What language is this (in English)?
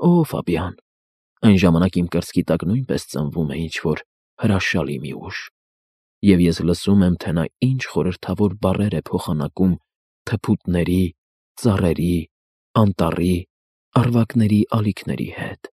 Armenian